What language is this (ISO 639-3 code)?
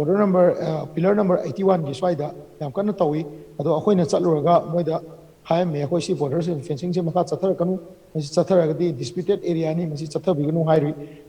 mni